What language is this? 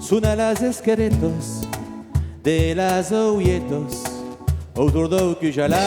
Occitan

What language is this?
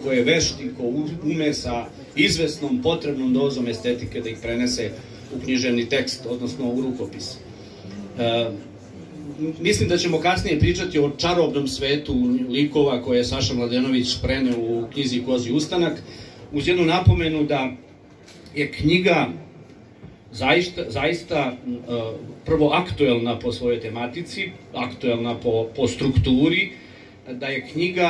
Serbian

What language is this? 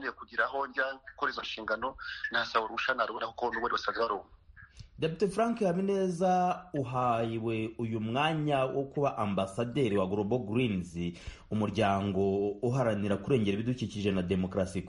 Kinyarwanda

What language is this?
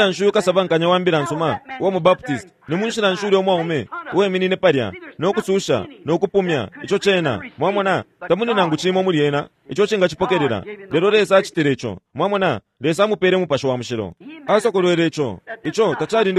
Bemba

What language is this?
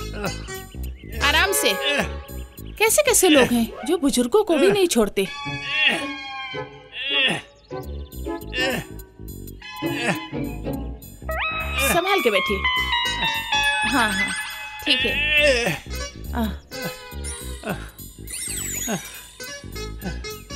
Hindi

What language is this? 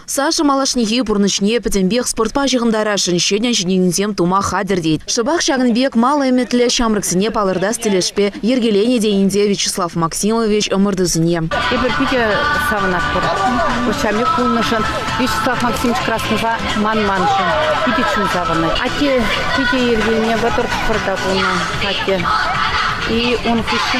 Chuvash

